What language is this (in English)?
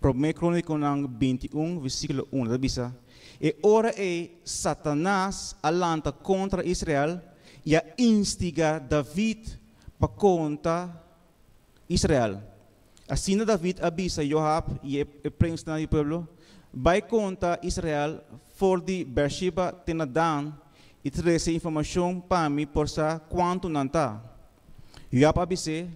Papiamento